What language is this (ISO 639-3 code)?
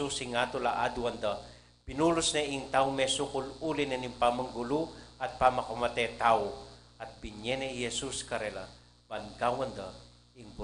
pam